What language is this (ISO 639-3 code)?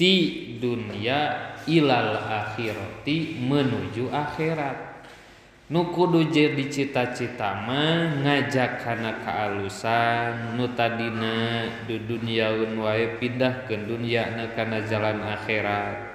sun